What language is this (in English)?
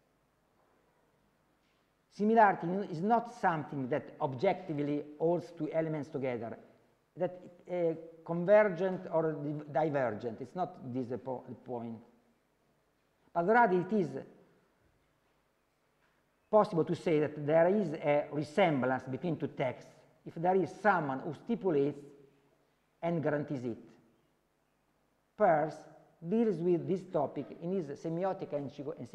English